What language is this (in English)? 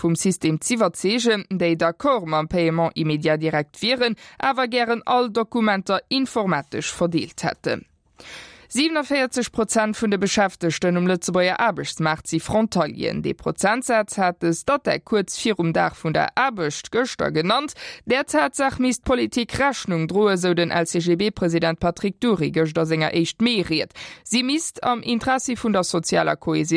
Luxembourgish